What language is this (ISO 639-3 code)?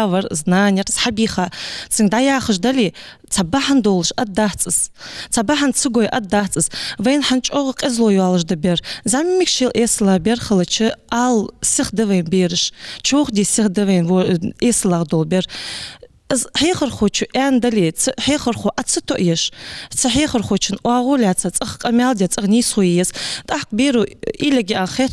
inh